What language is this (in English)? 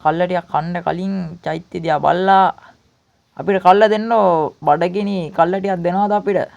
Sinhala